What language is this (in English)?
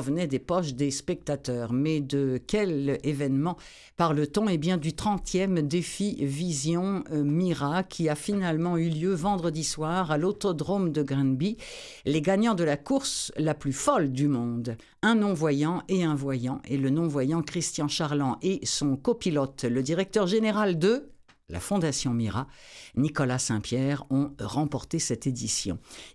French